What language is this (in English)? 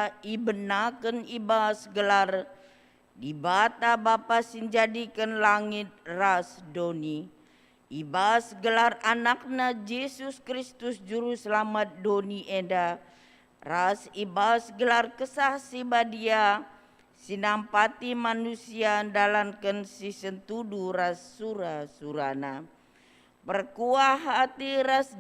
Batak Karo